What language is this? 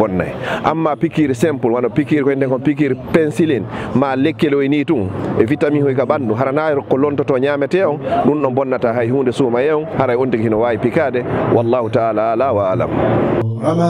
Fula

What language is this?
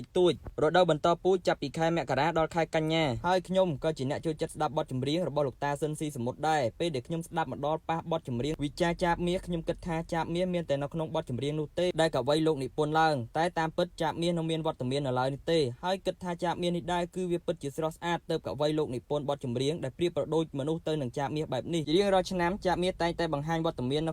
Khmer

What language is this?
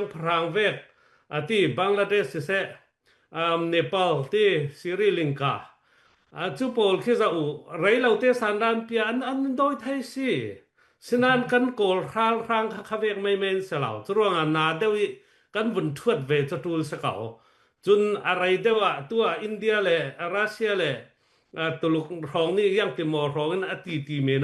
Falam Chin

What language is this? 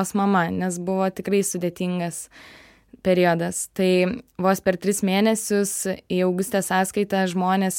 Lithuanian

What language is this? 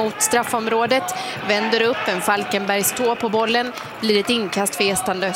Swedish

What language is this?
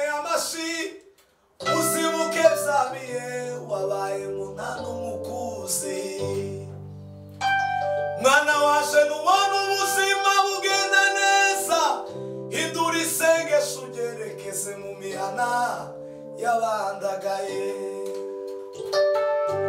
Kinyarwanda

